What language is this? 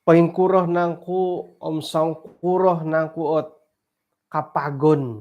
Central Dusun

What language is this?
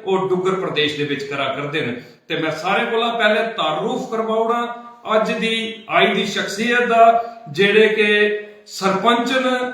Dogri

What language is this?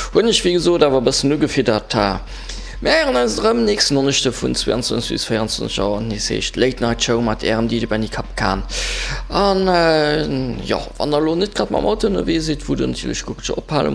Luxembourgish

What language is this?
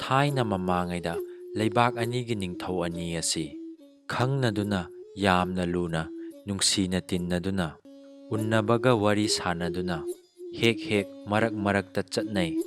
Manipuri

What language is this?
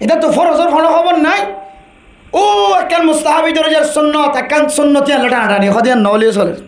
Rohingya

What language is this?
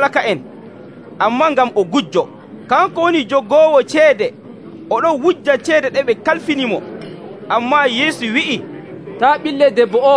Nigerian Fulfulde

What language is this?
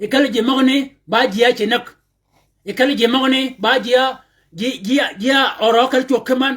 Shilluk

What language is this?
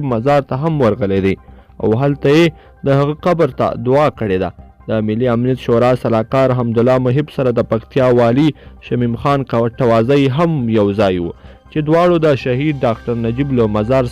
Pashto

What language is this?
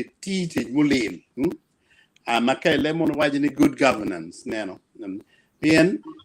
Acoli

